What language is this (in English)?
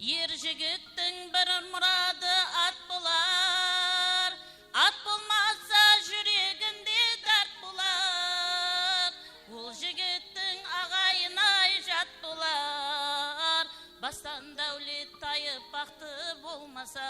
Kara-Kalpak